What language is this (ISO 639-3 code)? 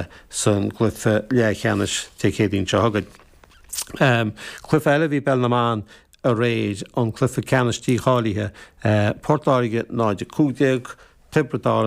gle